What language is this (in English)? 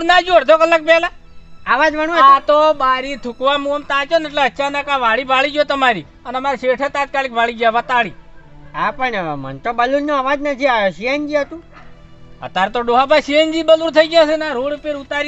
Gujarati